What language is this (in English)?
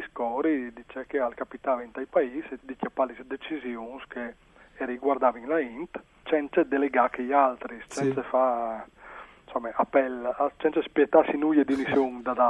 Friulian